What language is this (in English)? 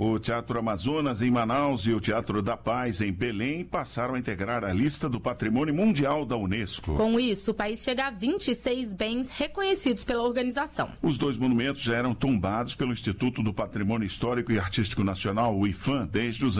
Portuguese